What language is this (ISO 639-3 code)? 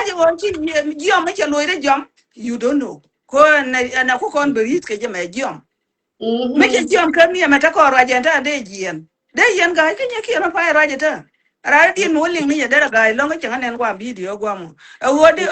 nus